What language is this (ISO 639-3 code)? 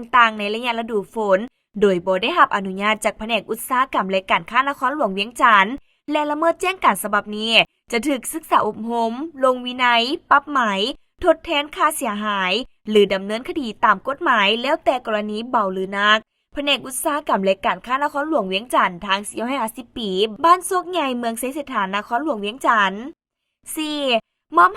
lao